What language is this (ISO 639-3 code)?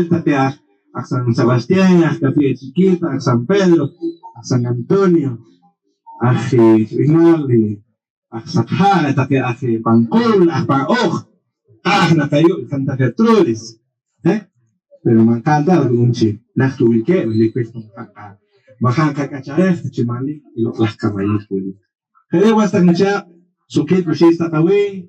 poh